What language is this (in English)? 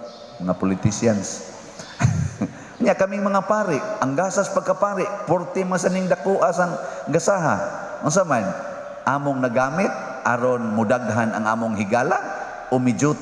Cebuano